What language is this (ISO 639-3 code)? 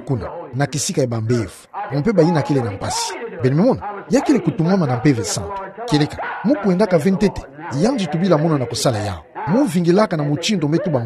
ktu